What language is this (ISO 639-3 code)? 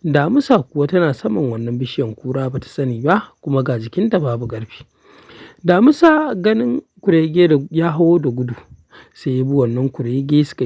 hau